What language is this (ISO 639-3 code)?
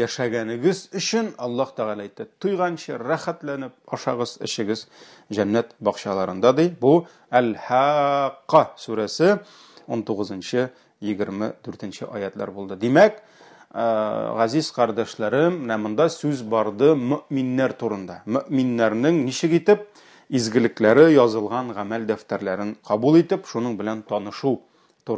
tat